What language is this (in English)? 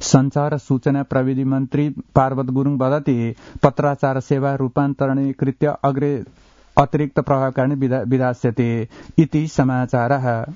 Sanskrit